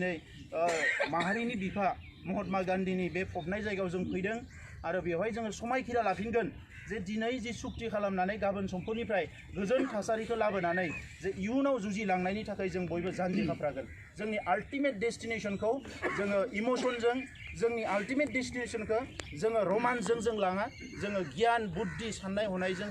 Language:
Bodo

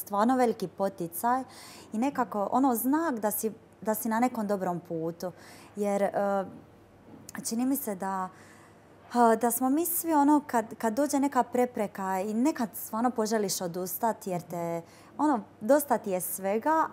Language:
Croatian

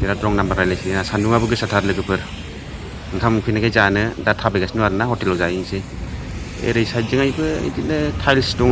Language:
Bodo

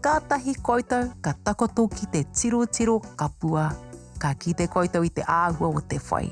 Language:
Māori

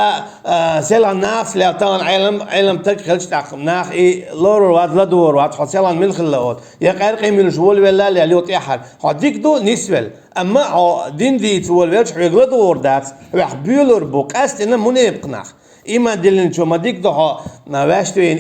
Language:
Chechen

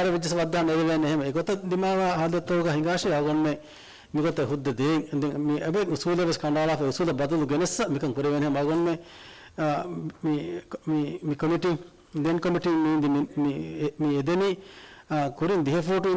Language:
Divehi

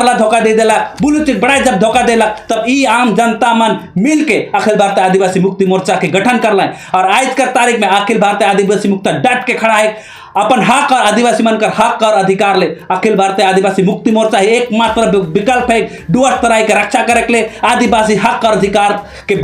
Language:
Sadri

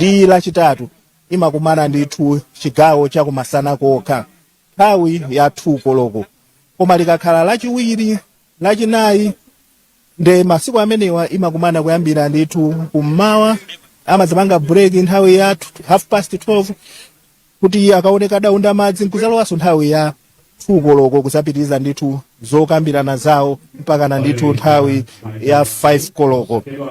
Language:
Nyanja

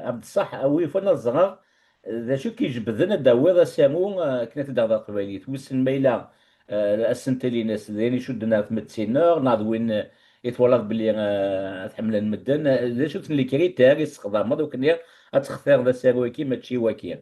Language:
Kabyle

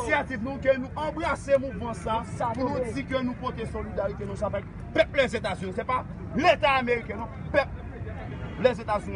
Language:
Haitian Creole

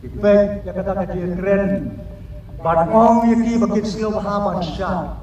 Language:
Khasi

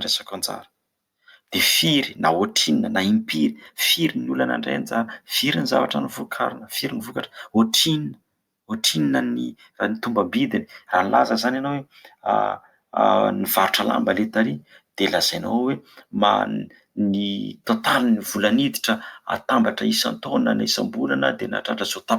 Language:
Malagasy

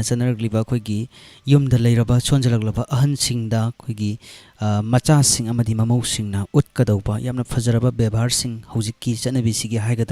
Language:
Manipuri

